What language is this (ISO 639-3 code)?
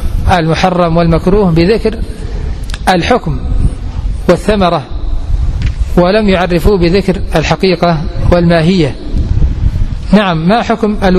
ara